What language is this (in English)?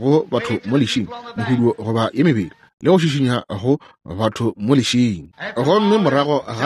Northern Sotho